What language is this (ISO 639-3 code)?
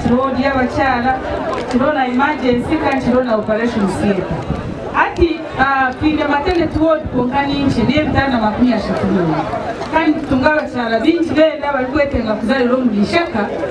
nyn